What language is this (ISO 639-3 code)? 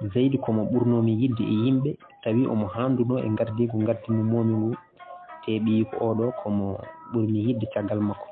ful